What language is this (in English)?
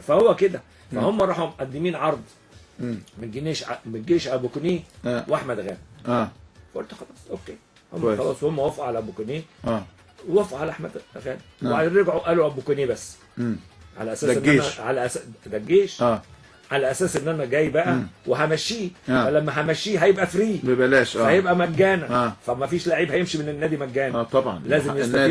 Egyptian Arabic